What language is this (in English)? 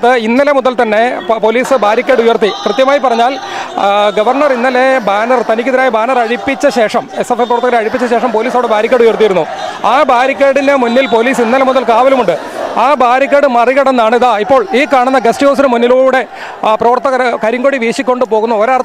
Malayalam